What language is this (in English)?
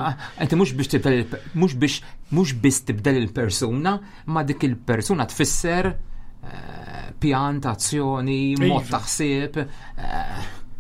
Maltese